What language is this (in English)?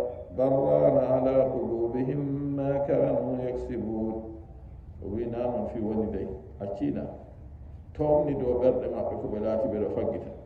Nigerian Fulfulde